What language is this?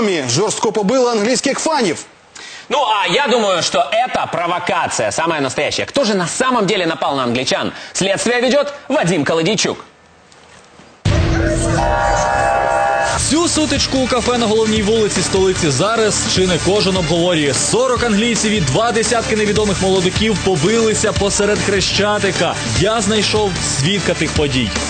Ukrainian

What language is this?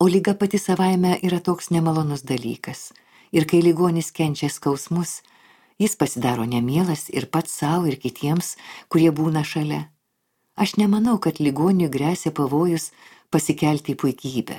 Lithuanian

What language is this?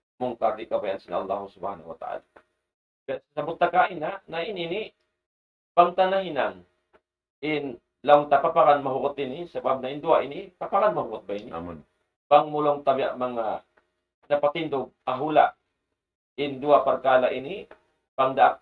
Tausug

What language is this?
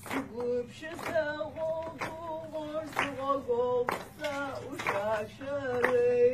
Kabardian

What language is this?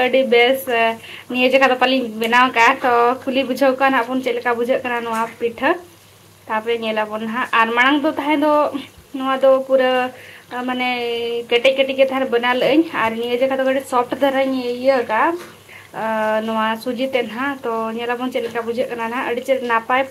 Santali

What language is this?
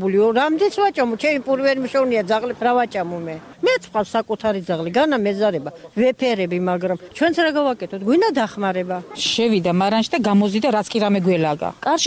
Georgian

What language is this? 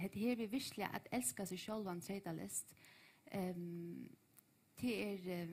Faroese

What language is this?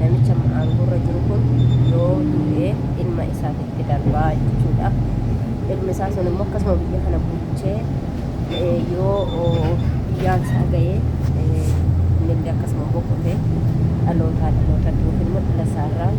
Oromo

